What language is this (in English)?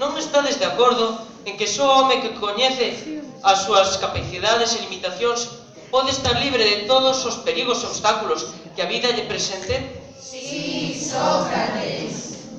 Galician